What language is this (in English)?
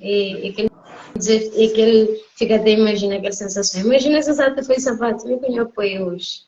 Kabuverdianu